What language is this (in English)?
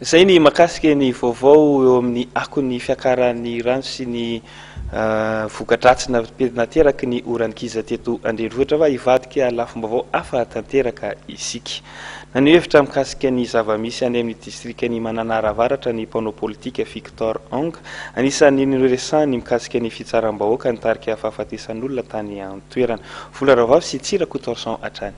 Malagasy